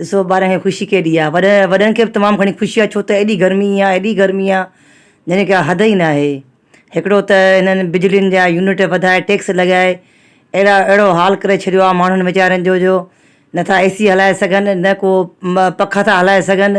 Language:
Sindhi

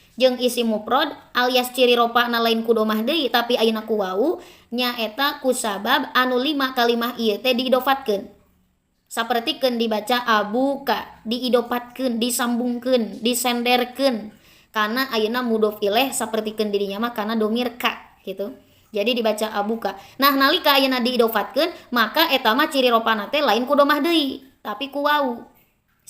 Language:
Sundanese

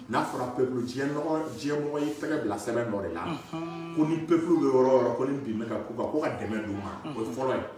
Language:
Bambara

